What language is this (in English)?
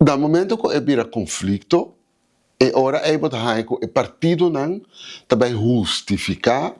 Papiamento